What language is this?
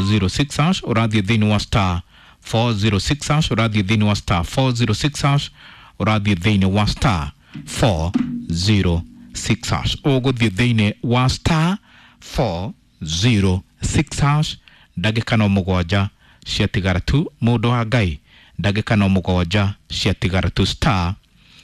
Kikuyu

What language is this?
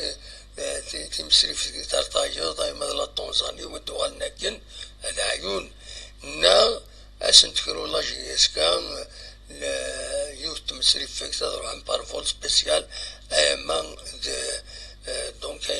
Kabyle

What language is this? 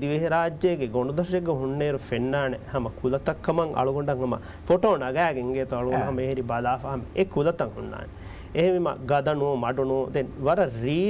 Divehi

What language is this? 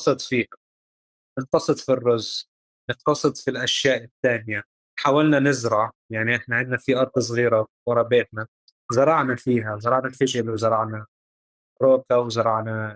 North Levantine Arabic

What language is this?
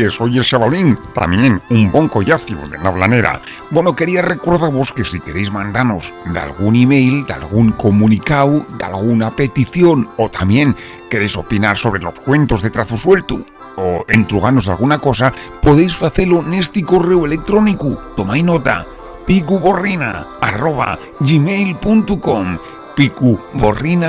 Asturian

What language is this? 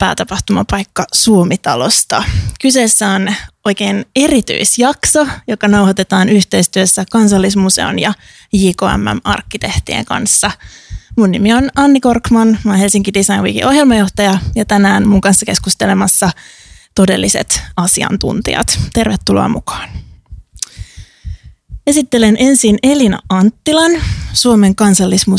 Finnish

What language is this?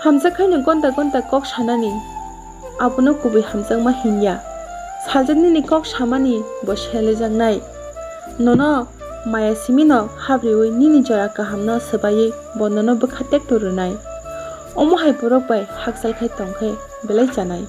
Kok Borok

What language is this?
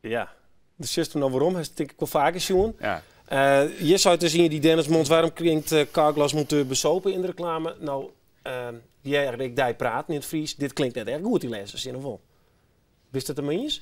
Western Frisian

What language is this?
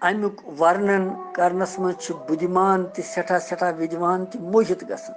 Kashmiri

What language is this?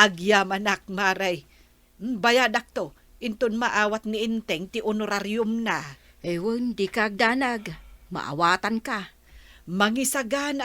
Iloko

